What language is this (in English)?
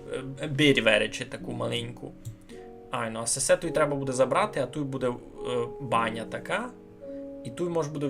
Rusyn